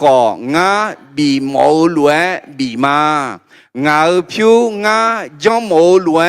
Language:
Akha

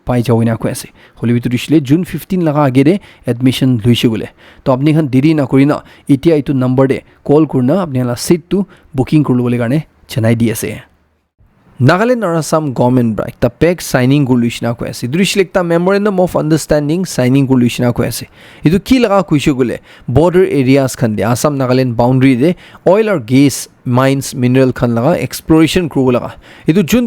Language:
Naga Pidgin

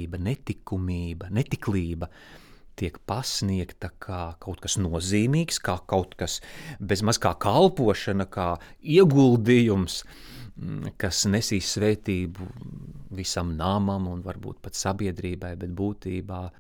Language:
Latvian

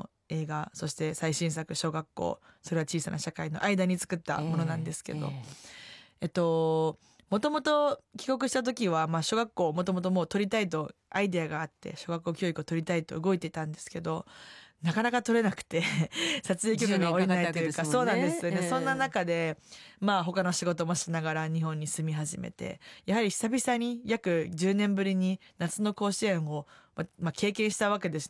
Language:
Japanese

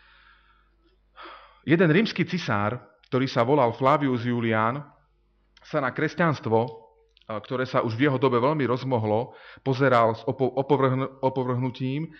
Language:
Slovak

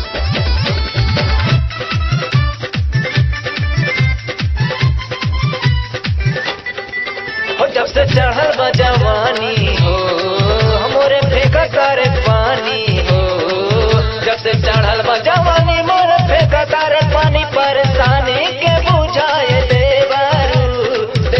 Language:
Bhojpuri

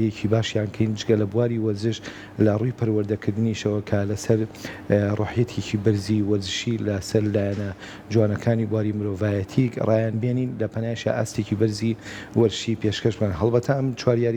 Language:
Central Kurdish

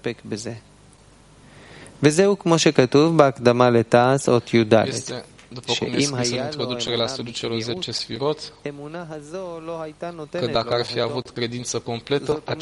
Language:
Romanian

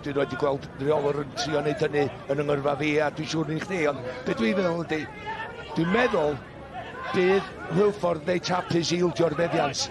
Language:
Welsh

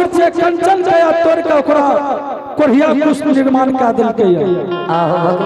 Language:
Angika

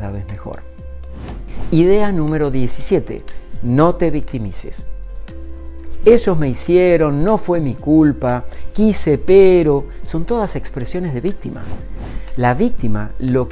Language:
Spanish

